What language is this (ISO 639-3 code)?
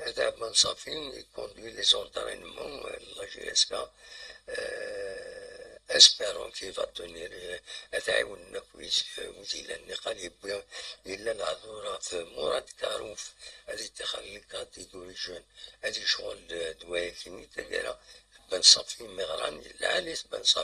kab